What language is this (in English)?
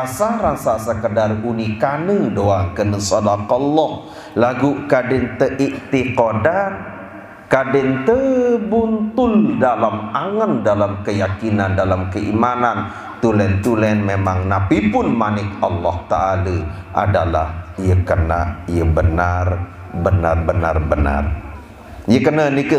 Sasak